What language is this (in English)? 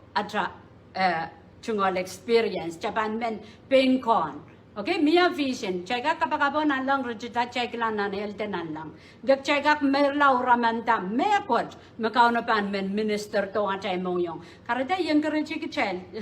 Pohnpeian